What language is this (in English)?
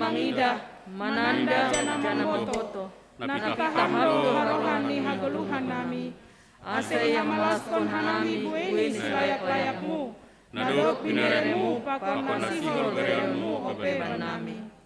Batak Simalungun